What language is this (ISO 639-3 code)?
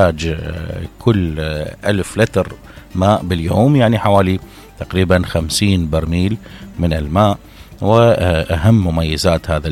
acm